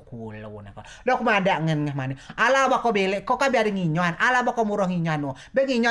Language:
Rejang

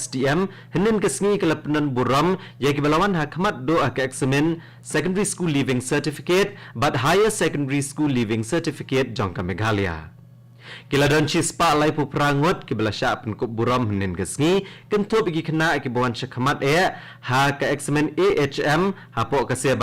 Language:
Khasi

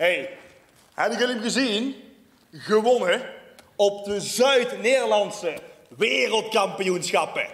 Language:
Limburgish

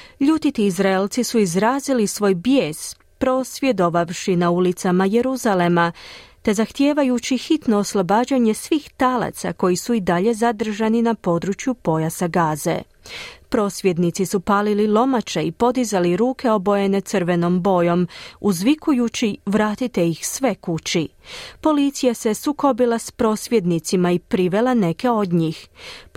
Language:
Croatian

